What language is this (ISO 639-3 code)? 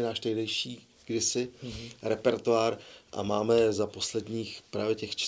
ces